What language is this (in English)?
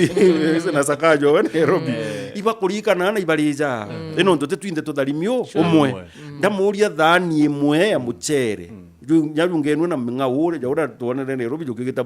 Meru